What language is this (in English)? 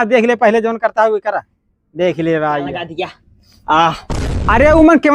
Awadhi